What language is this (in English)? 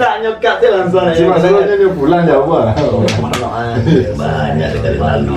Minangkabau